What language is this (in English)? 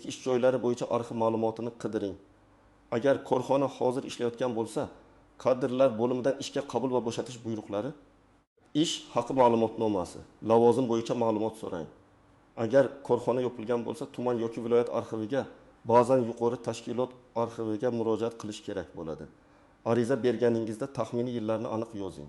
Uzbek